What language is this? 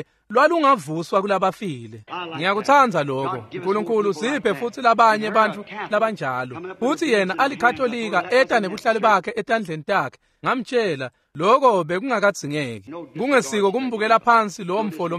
Swati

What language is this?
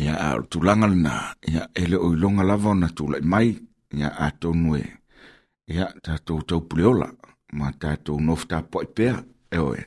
Samoan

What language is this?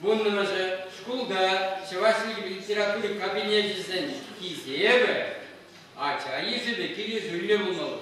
Chuvash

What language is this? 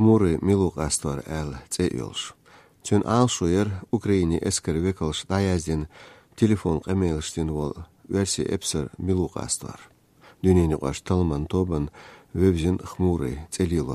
Chechen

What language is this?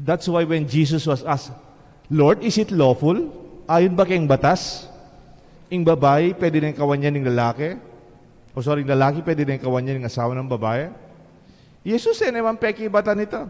Pampanga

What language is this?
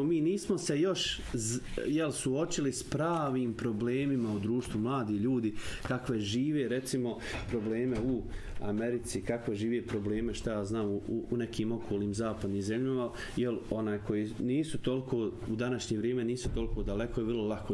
Bosnian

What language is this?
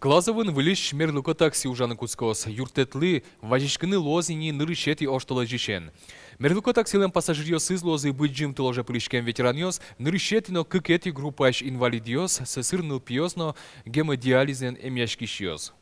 Udmurt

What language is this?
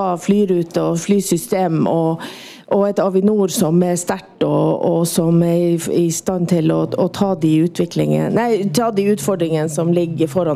Norwegian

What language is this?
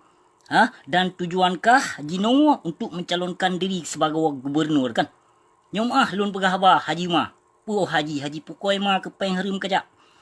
Achinese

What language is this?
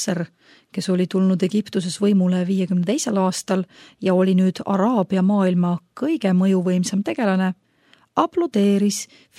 Estonian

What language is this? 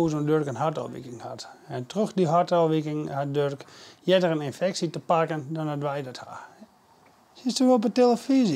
Western Frisian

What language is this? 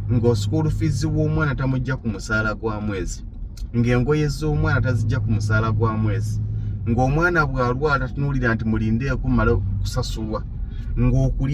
Ganda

